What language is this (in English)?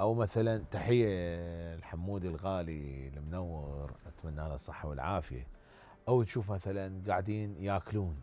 Mesopotamian Arabic